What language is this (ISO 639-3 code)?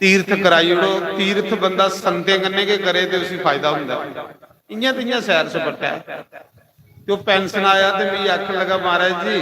doi